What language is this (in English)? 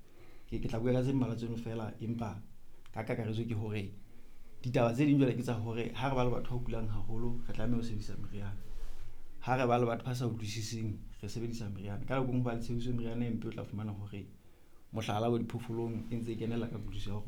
Southern Sotho